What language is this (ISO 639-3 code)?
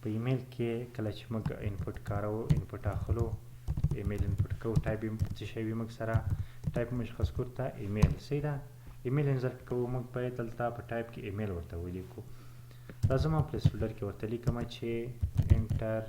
pus